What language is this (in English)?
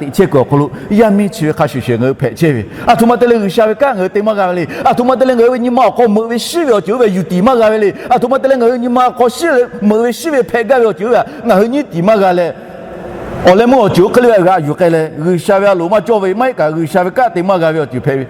Lahu